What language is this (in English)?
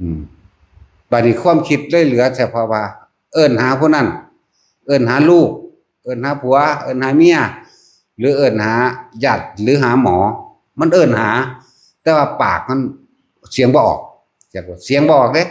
Northeastern Thai